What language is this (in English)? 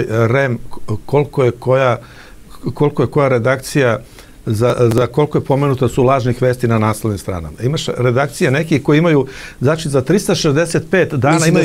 Serbian